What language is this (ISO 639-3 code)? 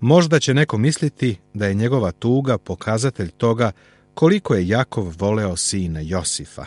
srp